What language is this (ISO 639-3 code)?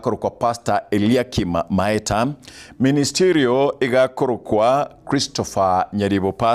guz